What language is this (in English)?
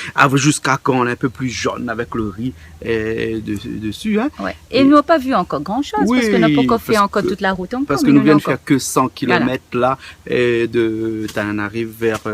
Réunion Creole French